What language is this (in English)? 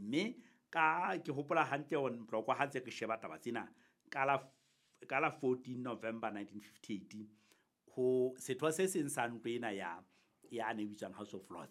Southern Sotho